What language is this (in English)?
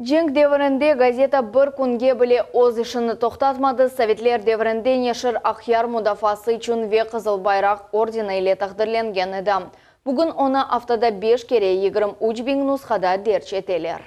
Crimean Tatar